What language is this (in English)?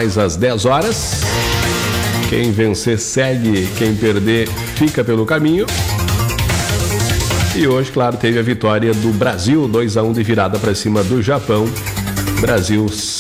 Portuguese